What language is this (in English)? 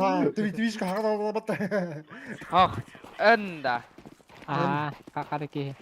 Yakut